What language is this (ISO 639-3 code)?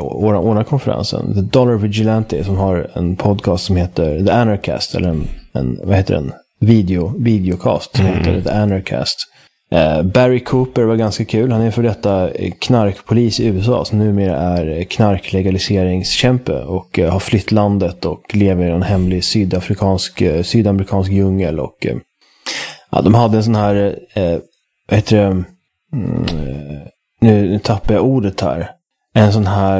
swe